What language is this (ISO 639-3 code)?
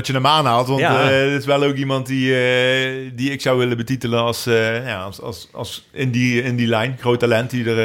nld